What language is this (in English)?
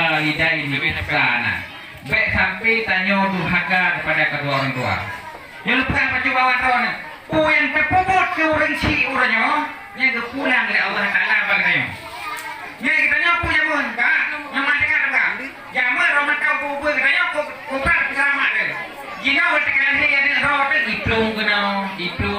Achinese